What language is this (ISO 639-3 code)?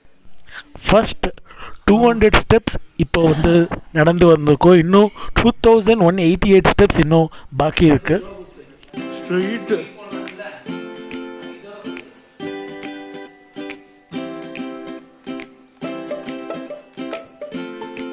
tam